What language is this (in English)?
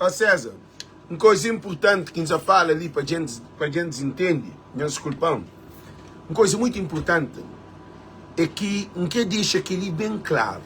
Kabuverdianu